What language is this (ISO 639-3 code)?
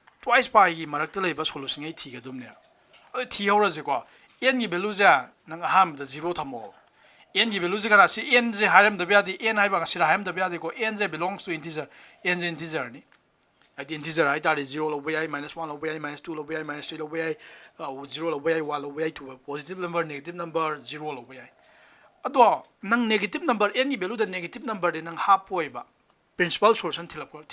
mni